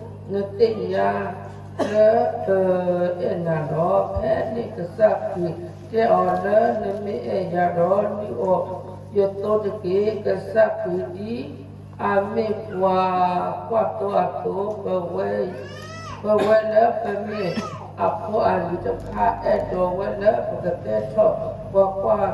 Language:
S'gaw Karen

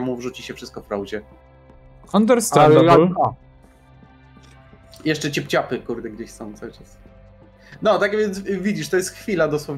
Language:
Polish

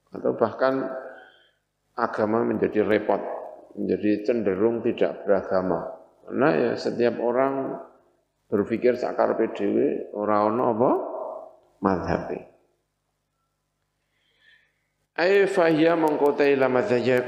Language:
Indonesian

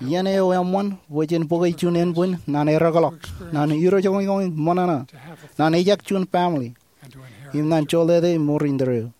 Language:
Marshallese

